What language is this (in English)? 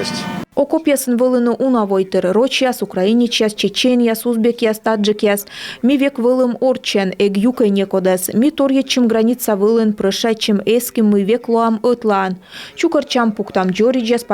Komi